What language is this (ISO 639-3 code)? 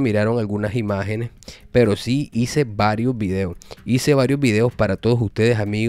spa